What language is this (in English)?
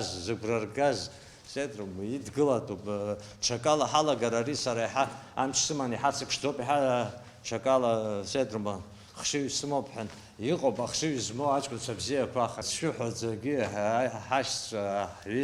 Abkhazian